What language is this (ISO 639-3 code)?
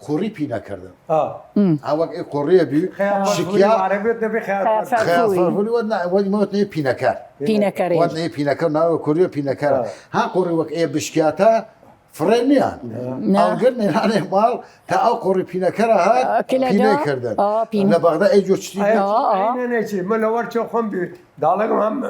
sdh